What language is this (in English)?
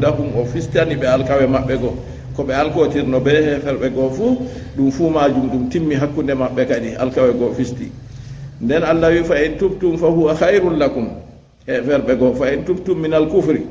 Fula